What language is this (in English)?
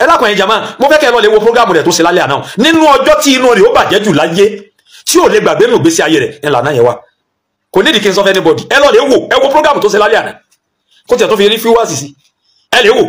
Yoruba